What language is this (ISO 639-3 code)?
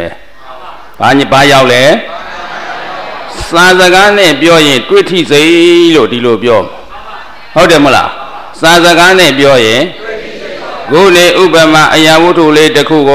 mya